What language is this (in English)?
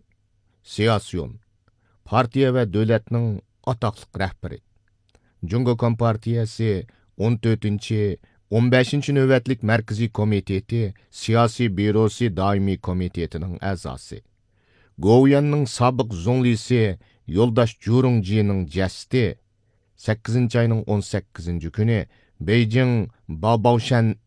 Uyghur